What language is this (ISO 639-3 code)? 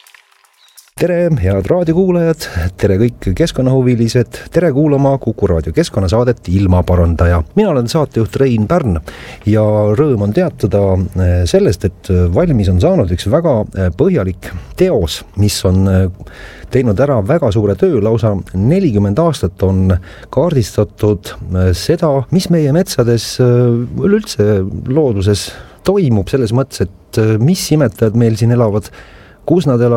est